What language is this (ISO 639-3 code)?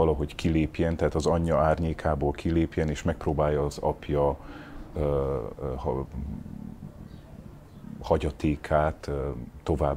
hun